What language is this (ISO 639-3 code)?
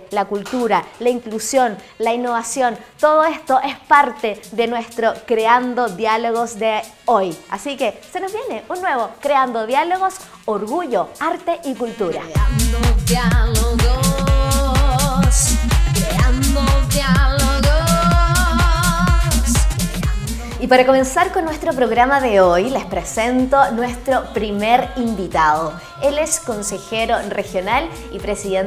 spa